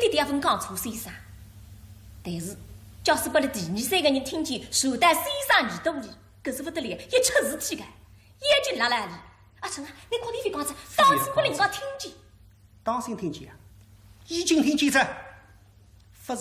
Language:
Wu Chinese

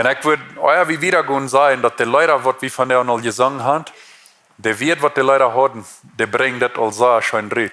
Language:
Plautdietsch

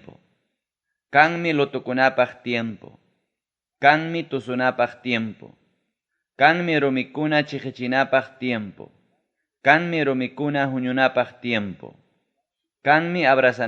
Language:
Ayacucho Quechua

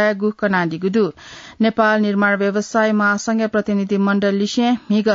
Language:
Newari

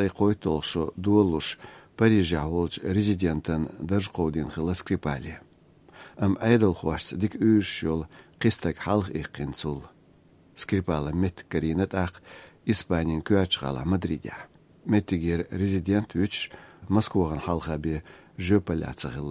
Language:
Chechen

